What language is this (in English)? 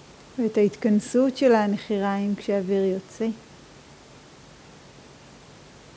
Hebrew